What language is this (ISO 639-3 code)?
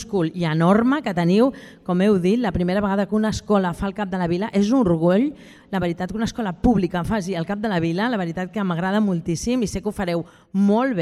cat